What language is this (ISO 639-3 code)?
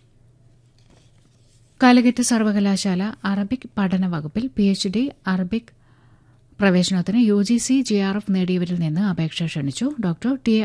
mal